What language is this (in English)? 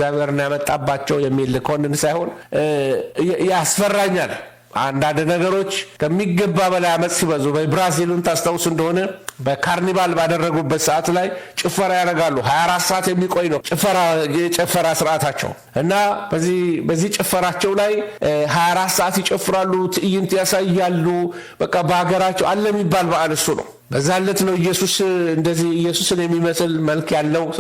Amharic